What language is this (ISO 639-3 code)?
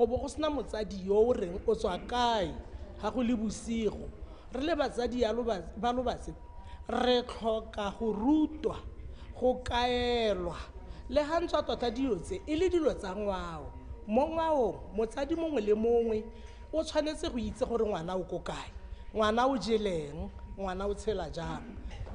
tsn